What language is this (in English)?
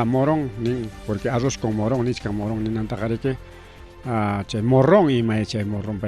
Ayacucho Quechua